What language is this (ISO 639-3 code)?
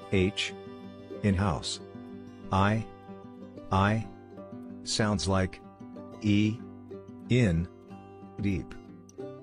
tsn